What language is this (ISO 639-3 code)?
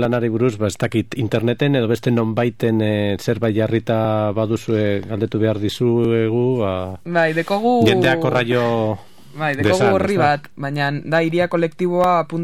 eus